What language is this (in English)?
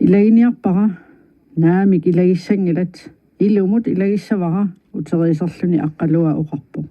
Kalaallisut